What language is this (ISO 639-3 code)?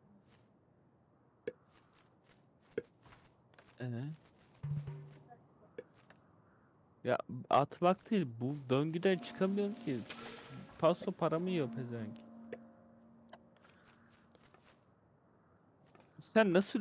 tur